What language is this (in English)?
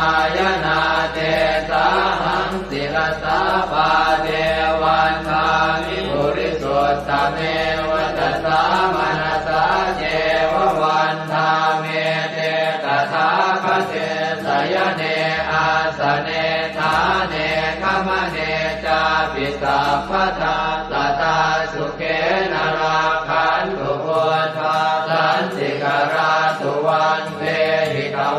Pali